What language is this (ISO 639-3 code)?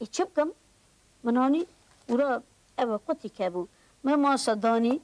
kur